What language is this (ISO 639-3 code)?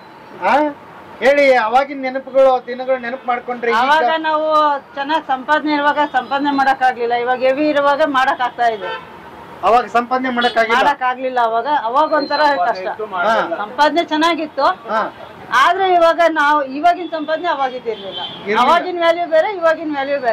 kan